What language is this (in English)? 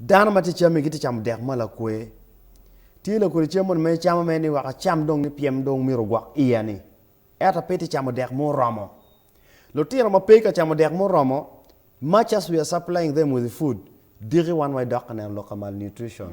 Acoli